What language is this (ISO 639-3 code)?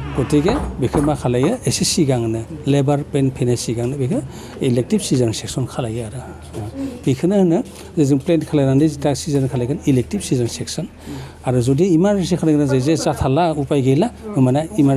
brx